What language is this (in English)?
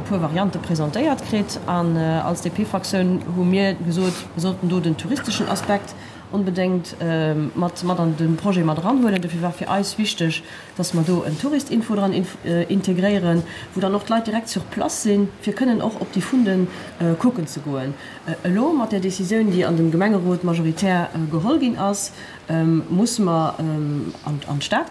Luxembourgish